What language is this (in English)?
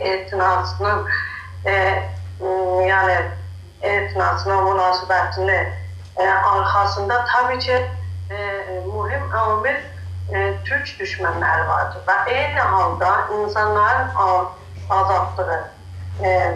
South Azerbaijani